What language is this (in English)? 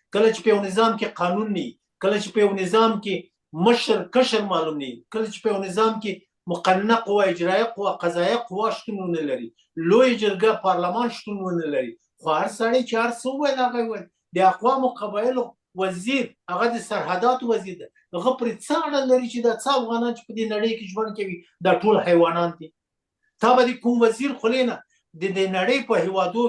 Pashto